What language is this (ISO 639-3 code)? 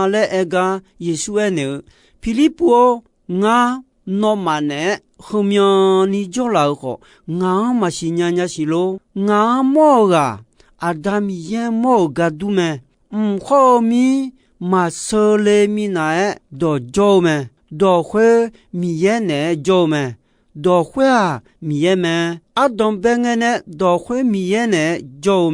ahk